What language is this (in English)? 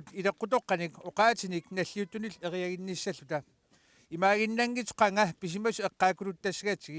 Kalaallisut